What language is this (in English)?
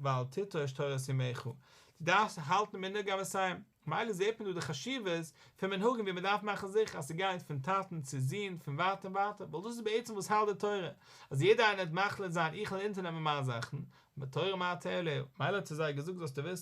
Yiddish